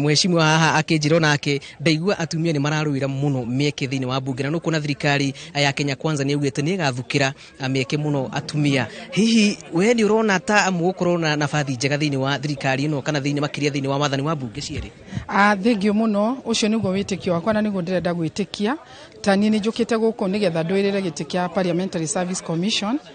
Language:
Kikuyu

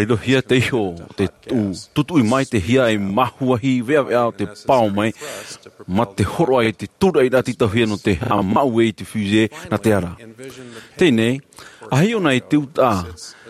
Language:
Tahitian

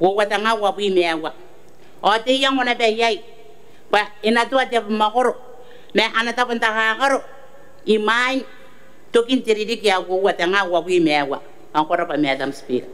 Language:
Gilbertese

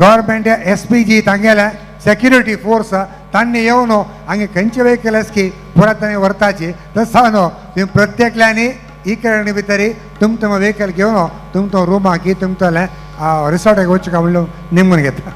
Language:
Konkani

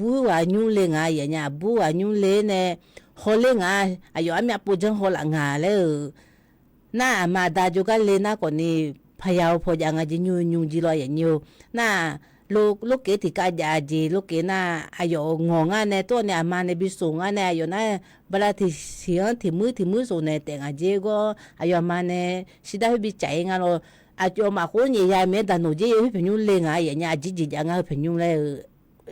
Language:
Akha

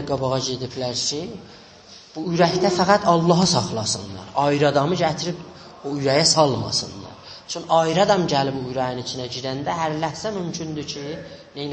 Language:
South Azerbaijani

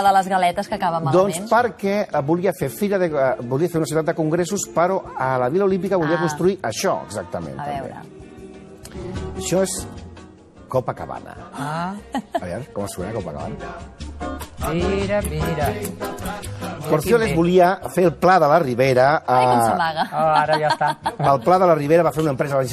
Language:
Catalan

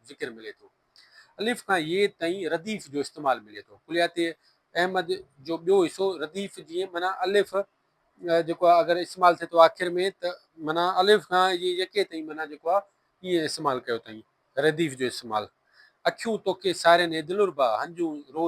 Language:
Sindhi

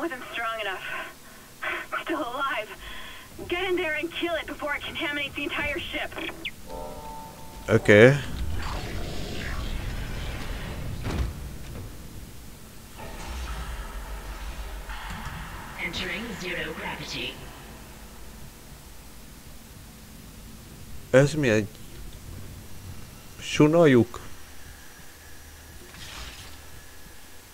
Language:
Hungarian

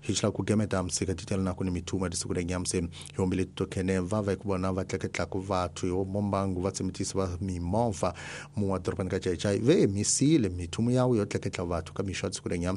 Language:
Tsonga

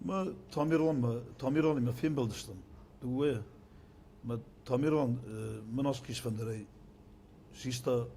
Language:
Ossetic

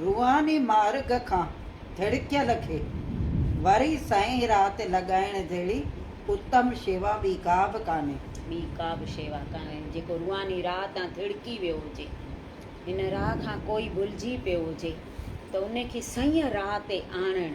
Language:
Sindhi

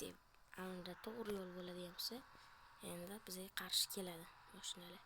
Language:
Uzbek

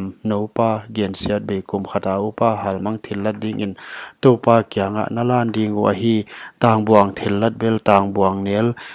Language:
Paite Chin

